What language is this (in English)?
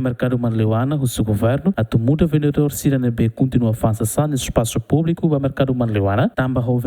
Tetum